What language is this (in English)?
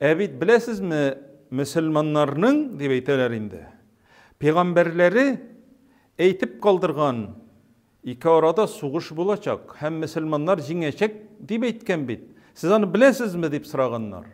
Tatar